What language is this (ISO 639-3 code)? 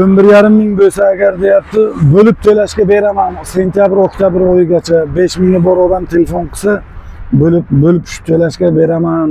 uzb